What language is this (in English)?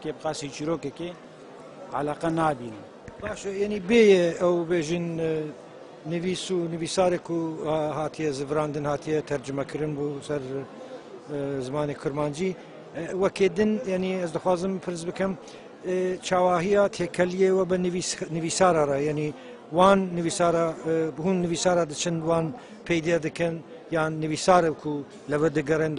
Kurdish